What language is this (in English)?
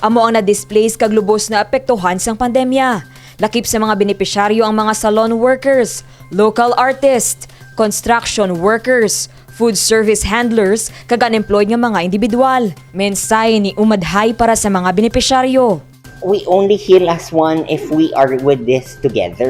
Hiligaynon